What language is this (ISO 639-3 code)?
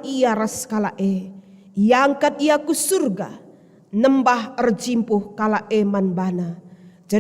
btx